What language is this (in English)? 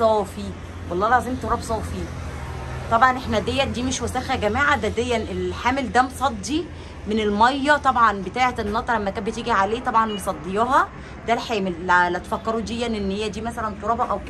Egyptian Arabic